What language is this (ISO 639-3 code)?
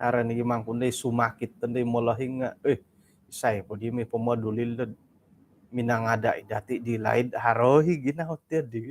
dtp